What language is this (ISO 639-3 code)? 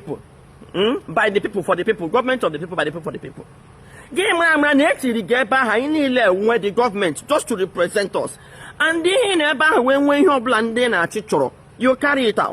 ibo